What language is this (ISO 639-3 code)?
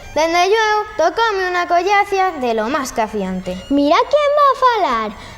ast